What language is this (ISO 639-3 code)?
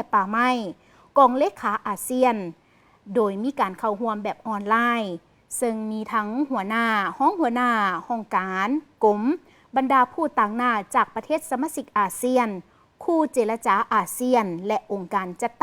lao